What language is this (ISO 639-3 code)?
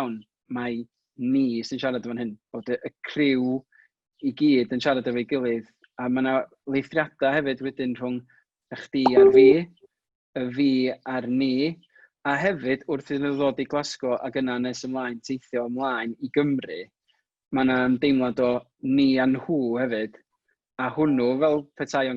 cym